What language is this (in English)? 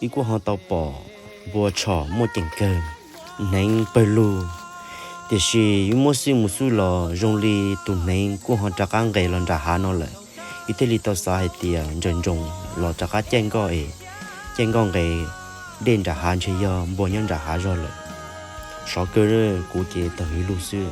Hmong